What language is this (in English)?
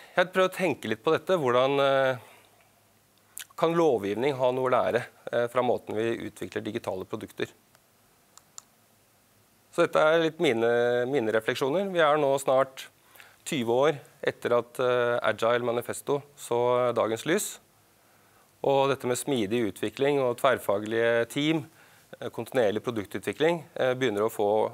Norwegian